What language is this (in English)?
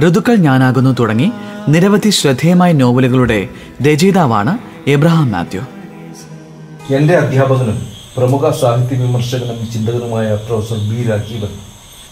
Malayalam